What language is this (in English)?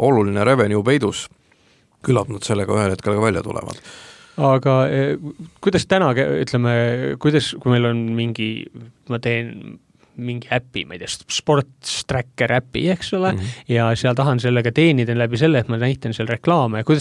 Estonian